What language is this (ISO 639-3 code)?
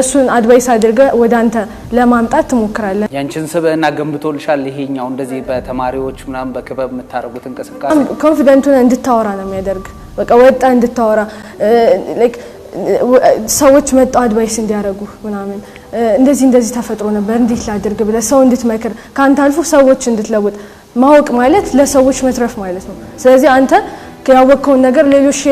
amh